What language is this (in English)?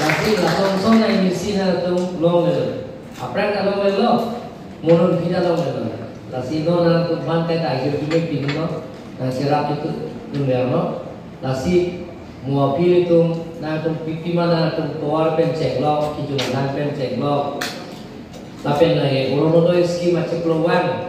Karbi